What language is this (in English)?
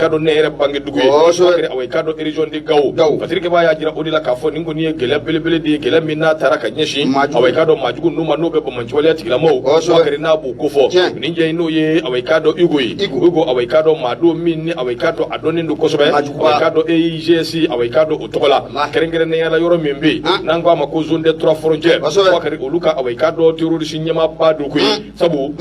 Bambara